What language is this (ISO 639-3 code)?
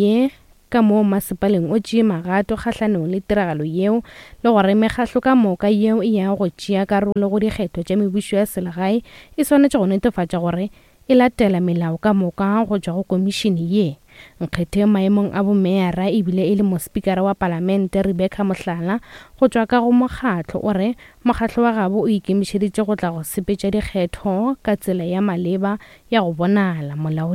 nso